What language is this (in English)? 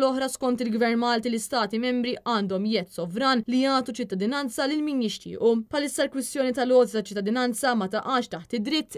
Maltese